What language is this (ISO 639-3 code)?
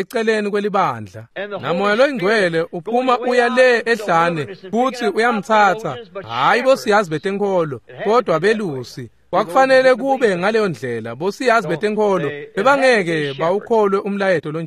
ssw